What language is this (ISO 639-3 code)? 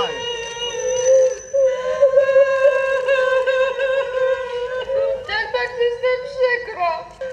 pol